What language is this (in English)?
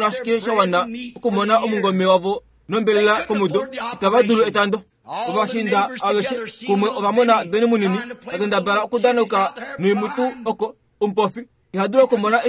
Kuanyama